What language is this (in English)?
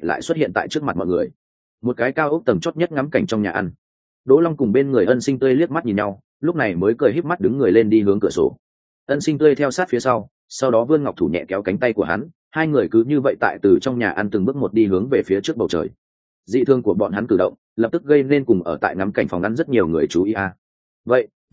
Vietnamese